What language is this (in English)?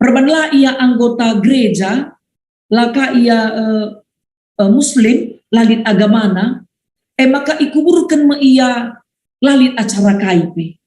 Batak Karo